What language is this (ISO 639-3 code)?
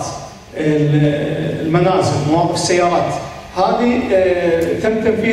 ara